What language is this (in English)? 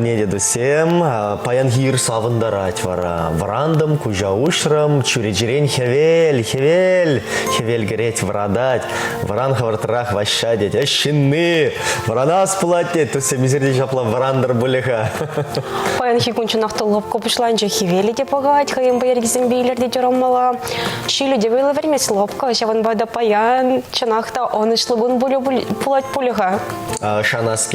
Chuvash